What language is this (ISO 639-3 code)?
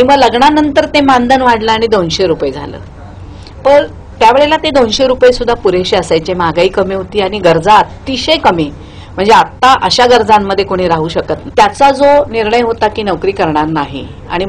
mar